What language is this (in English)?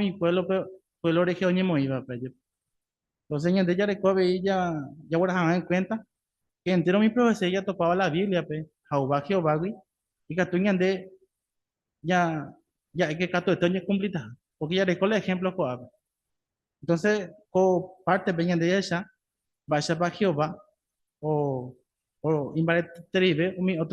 Guarani